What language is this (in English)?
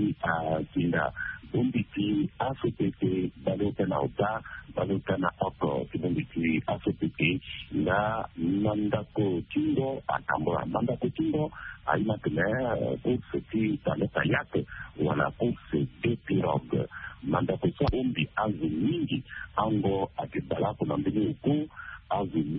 Sango